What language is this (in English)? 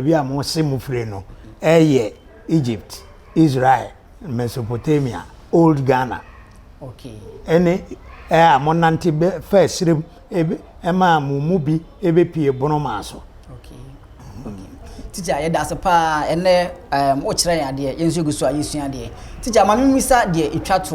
Akan